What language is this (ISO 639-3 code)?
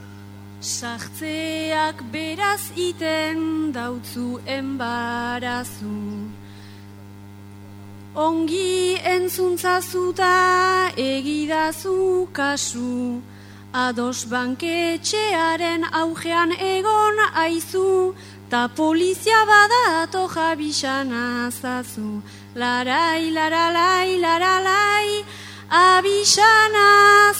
eus